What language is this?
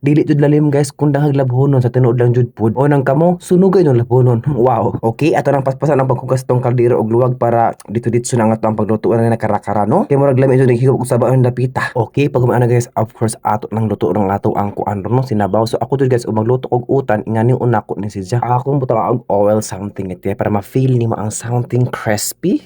Cebuano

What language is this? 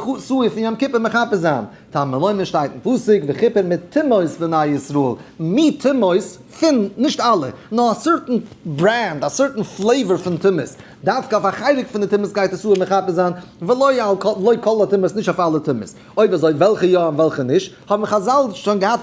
Yiddish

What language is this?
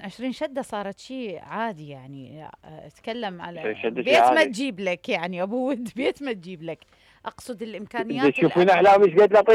Mesopotamian Arabic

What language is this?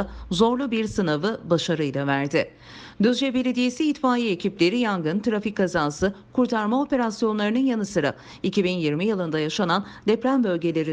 Turkish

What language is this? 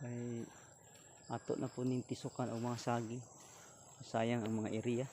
Cebuano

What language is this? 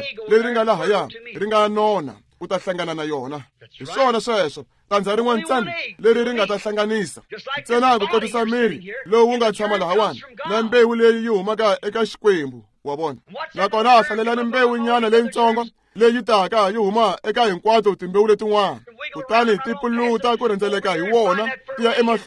Tsonga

